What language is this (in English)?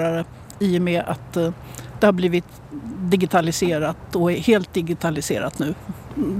Swedish